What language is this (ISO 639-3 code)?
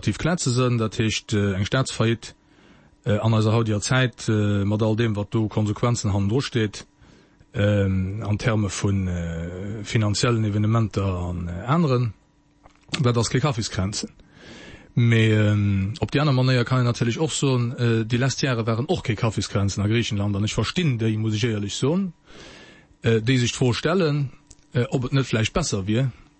ltz